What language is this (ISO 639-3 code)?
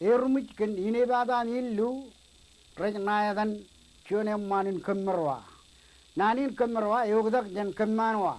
mah